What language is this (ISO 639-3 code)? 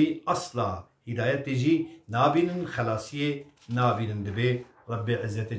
kur